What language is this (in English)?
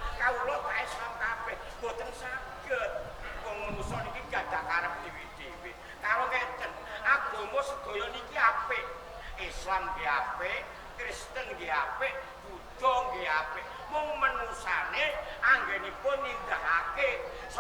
Javanese